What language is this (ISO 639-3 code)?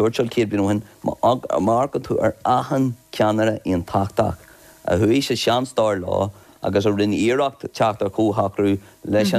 gle